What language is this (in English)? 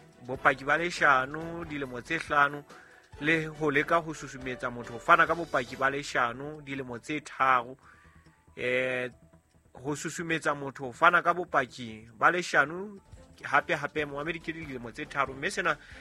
Southern Sotho